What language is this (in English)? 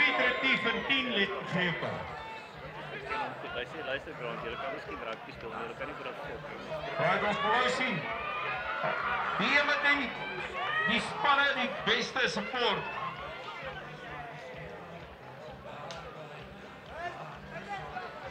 Afrikaans